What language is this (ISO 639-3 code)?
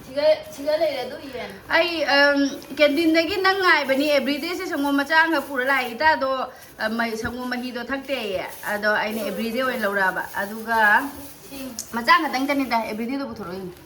mni